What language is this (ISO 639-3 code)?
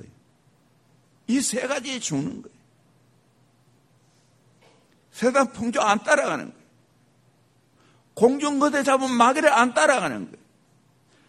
kor